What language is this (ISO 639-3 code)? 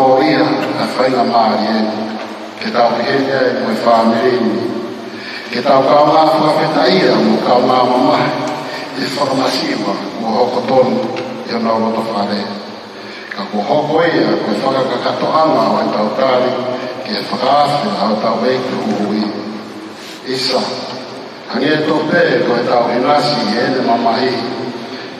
ton